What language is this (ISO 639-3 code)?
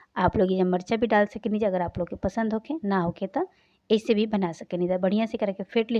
bho